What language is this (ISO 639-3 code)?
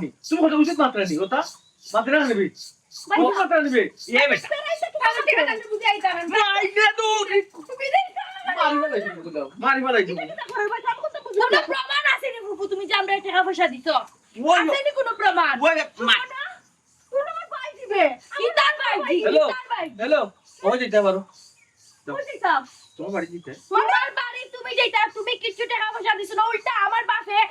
syl